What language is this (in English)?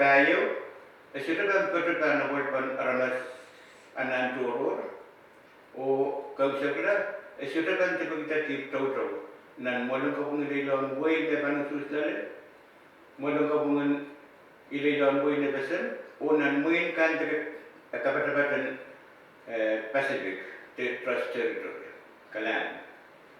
Pohnpeian